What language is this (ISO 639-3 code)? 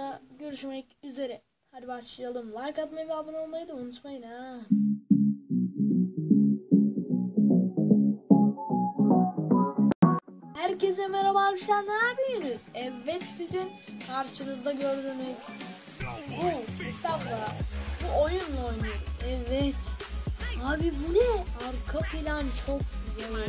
tur